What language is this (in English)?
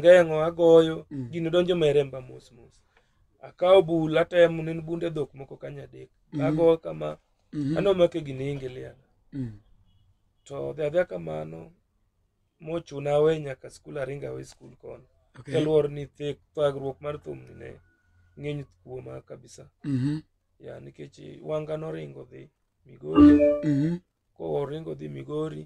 Luo (Kenya and Tanzania)